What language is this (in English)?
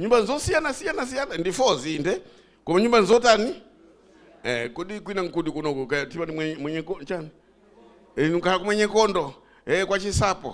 Nyanja